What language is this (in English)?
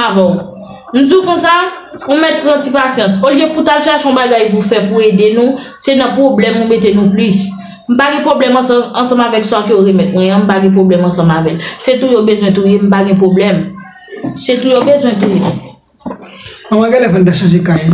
Haitian Creole